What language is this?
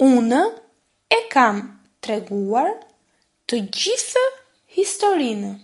Albanian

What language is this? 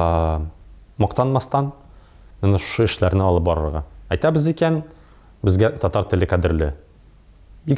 Tatar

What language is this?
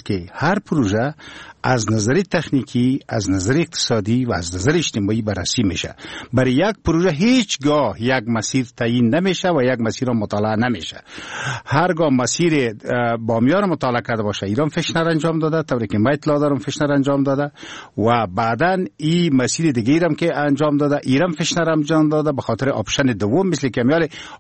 Persian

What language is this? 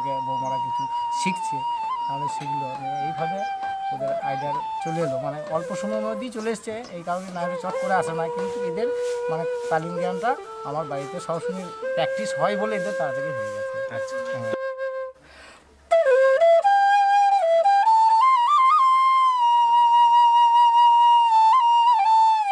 Bangla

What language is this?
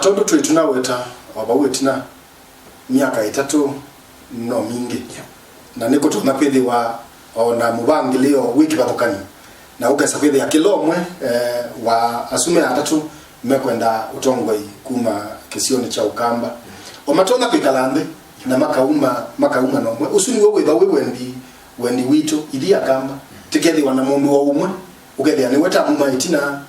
Kamba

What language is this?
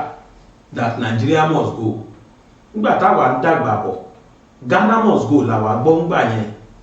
Yoruba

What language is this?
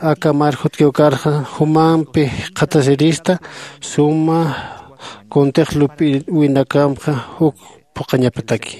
Aymara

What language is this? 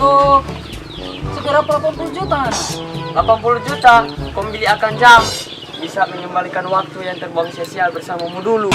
Manado Malay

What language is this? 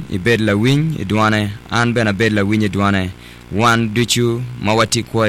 Acoli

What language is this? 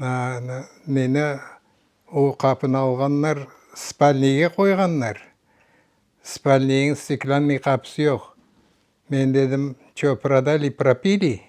Crimean Tatar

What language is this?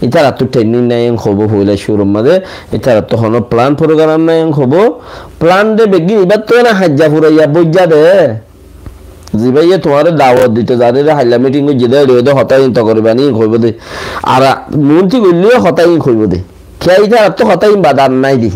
Rohingya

